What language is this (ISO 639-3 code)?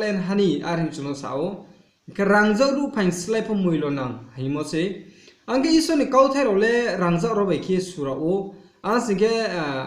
ria